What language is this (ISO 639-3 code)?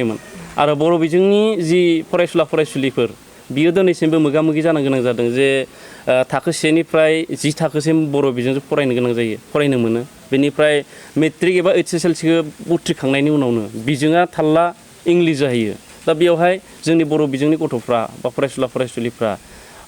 brx